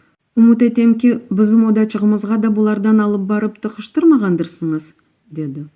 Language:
Crimean Tatar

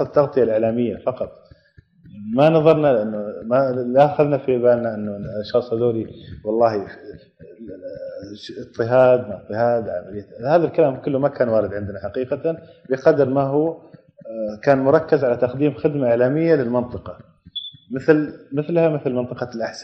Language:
Arabic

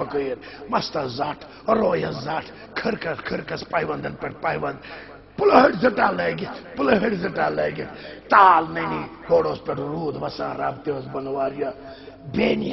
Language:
Kashmiri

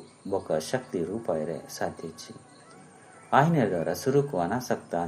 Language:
Tulu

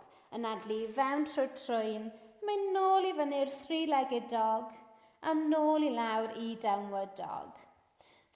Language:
Welsh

